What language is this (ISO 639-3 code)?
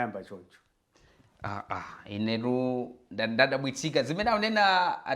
nya